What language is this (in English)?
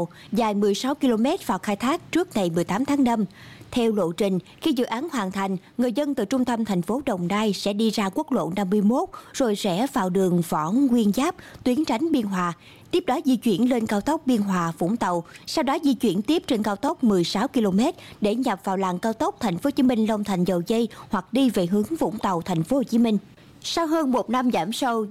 Vietnamese